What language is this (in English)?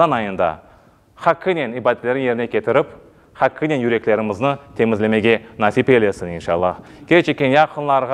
Crimean Tatar